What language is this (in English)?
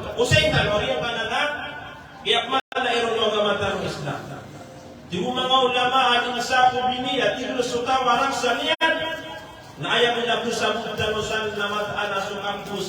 Maranao